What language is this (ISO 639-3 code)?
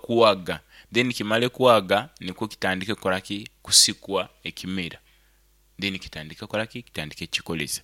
nyn